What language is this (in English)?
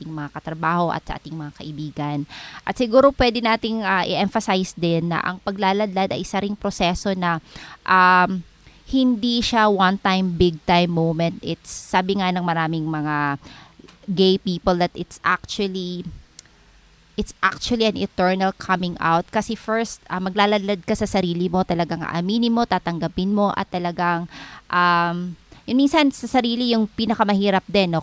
Filipino